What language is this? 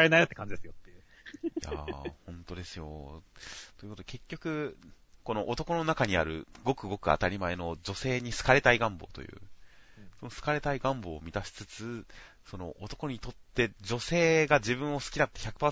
Japanese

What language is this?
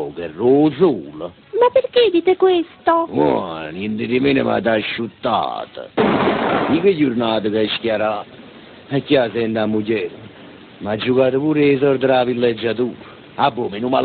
Neapolitan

